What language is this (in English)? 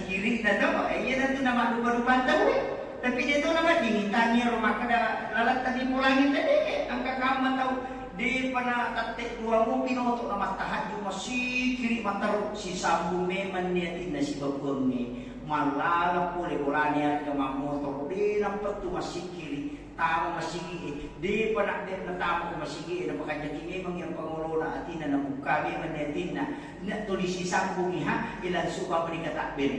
Buginese